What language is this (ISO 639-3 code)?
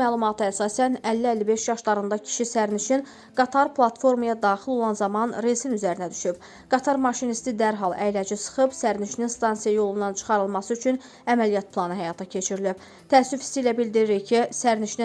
aze